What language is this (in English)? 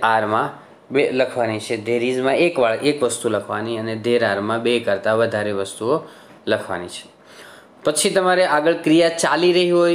Gujarati